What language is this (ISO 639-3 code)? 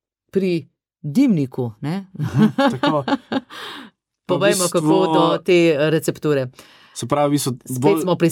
slv